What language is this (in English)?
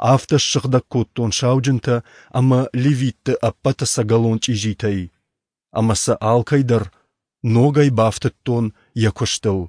Ossetic